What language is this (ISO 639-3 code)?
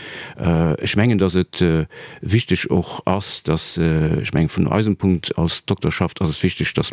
ltz